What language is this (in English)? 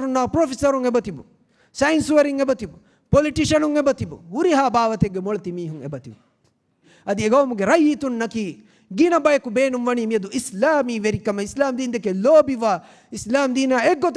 Divehi